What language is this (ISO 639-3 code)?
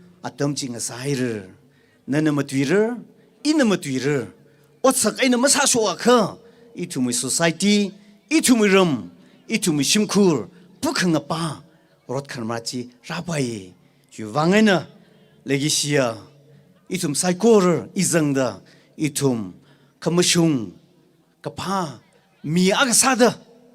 nmf